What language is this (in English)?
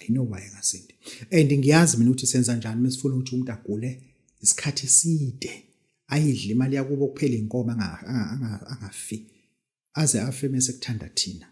Zulu